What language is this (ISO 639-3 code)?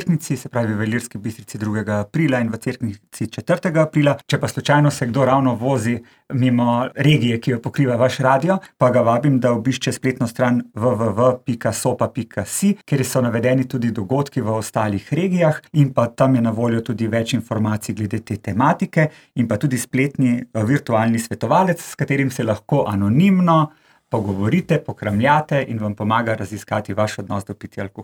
slv